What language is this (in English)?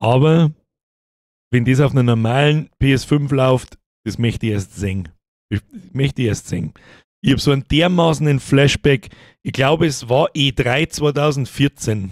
Bavarian